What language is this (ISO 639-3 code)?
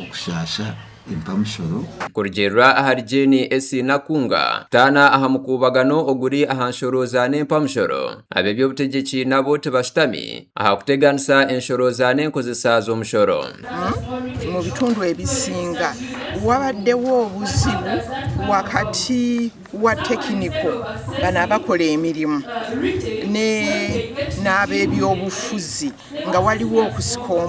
nyn